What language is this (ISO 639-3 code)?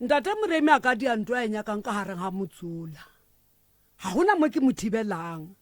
nso